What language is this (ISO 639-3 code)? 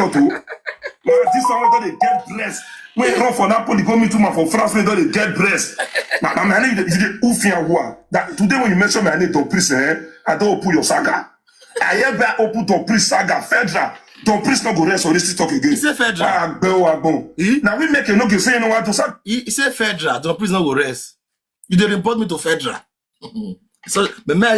pcm